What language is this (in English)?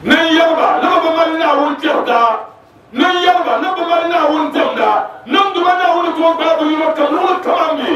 Dagbani